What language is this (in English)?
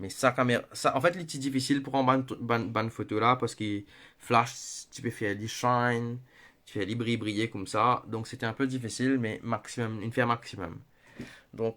Morisyen